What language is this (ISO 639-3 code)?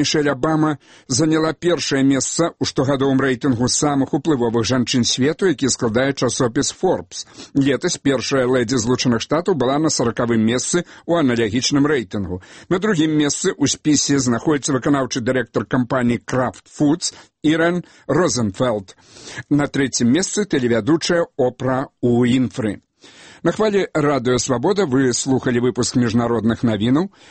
bel